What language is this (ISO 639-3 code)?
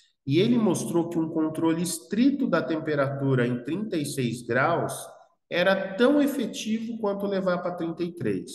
por